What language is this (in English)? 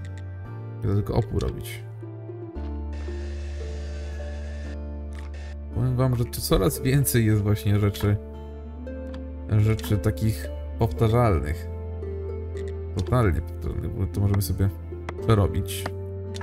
Polish